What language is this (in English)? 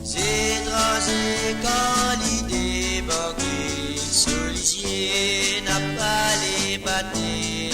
Morisyen